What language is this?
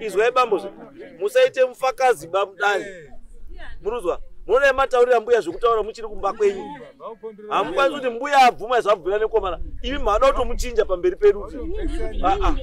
Shona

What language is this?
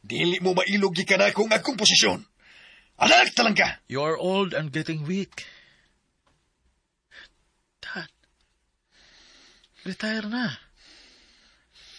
Cebuano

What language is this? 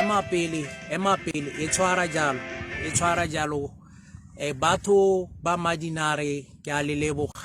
Tswana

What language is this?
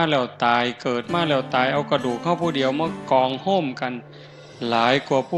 Northeastern Thai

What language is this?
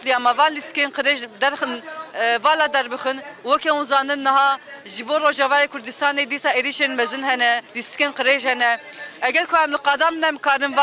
Kurdish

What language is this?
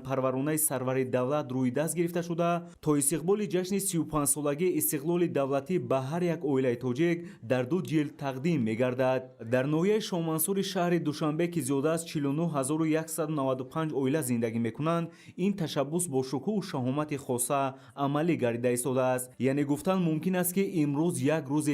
Tajik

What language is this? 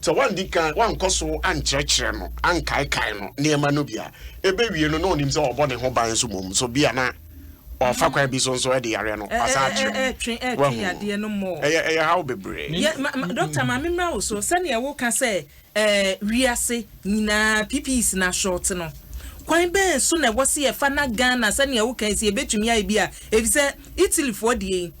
Akan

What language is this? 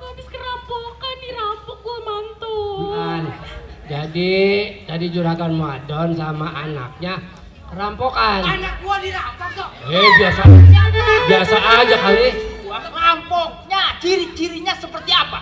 Betawi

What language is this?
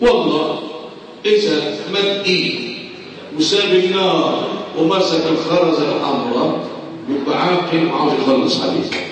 Egyptian Arabic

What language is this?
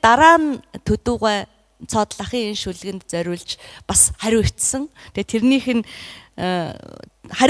Mongolian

